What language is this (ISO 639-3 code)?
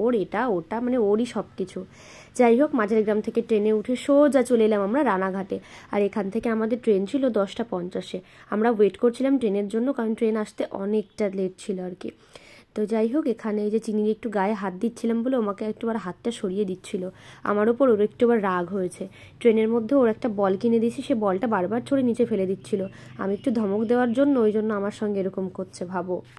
ben